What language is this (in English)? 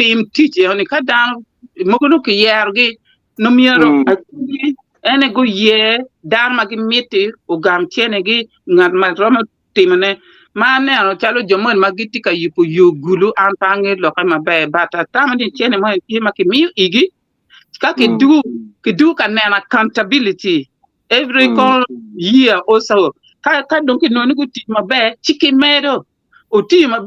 Acoli